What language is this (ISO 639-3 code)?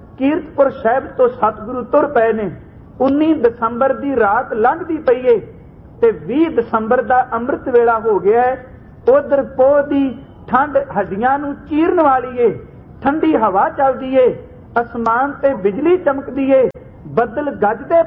pan